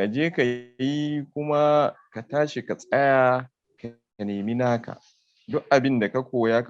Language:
Hausa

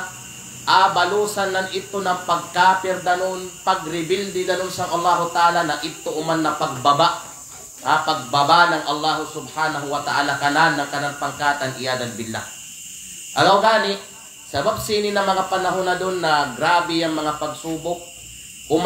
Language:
Kalagan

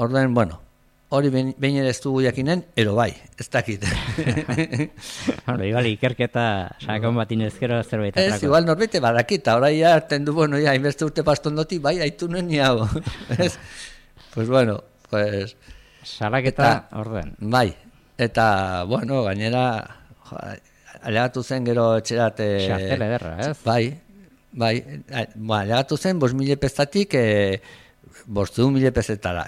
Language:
Basque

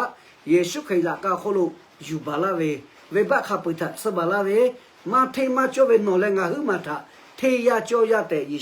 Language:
Lahu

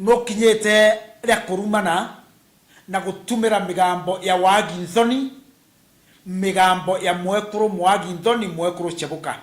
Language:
Meru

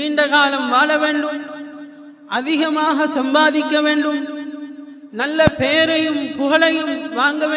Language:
Tamil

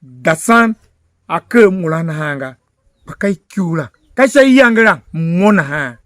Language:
Tiv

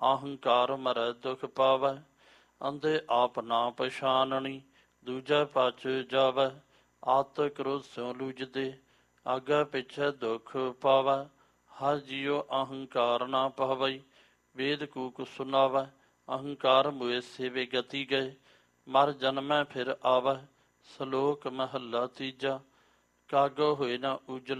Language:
Punjabi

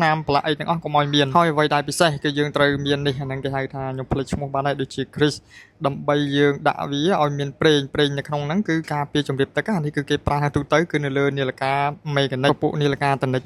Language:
Khmer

